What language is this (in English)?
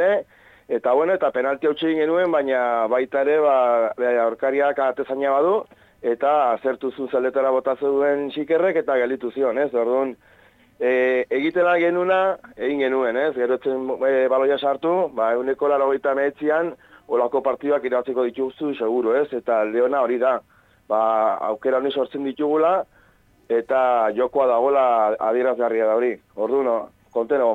Basque